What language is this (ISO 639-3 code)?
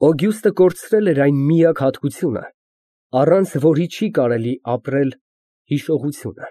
hye